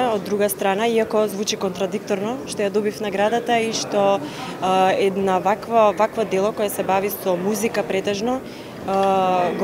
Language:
Macedonian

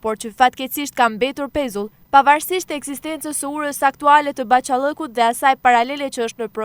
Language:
Albanian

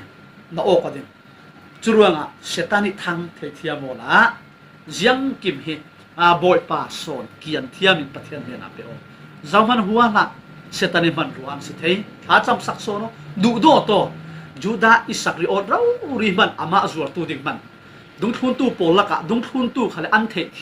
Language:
Falam Chin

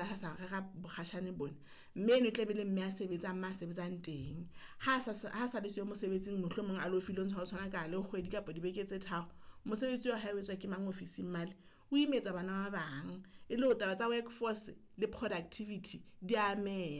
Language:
Southern Sotho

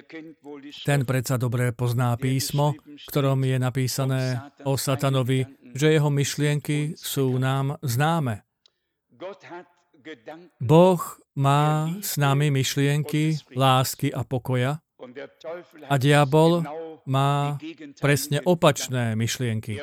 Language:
Slovak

